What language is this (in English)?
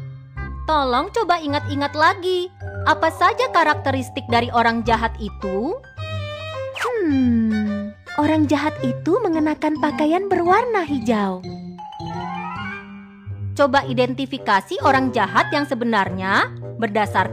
Indonesian